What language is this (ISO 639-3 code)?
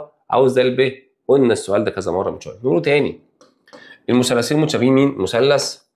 arz